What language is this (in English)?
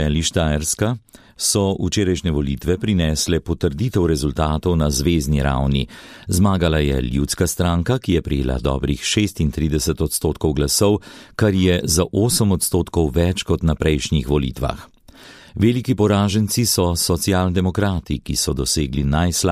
Slovenian